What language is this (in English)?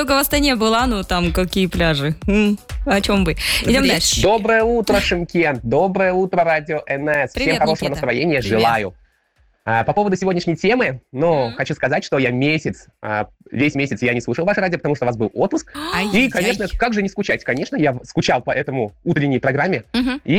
Russian